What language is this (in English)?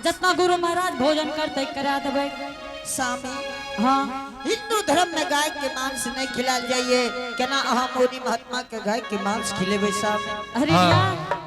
Angika